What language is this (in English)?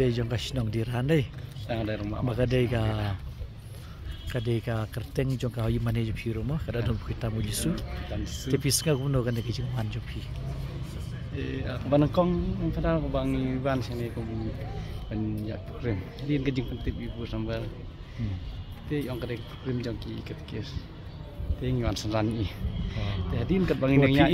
Khasi